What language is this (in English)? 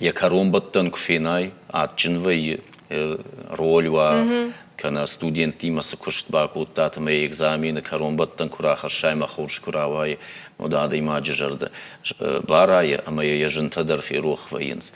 Ossetic